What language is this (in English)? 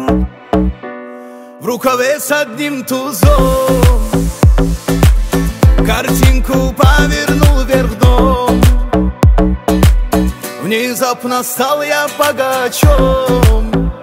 Russian